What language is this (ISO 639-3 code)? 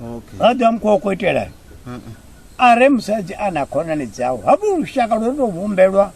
ven